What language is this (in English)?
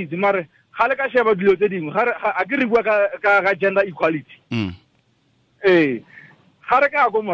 Tswana